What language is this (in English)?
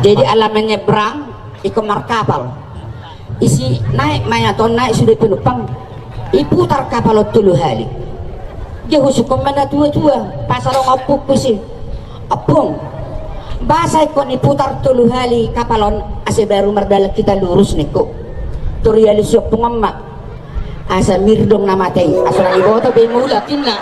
Batak Toba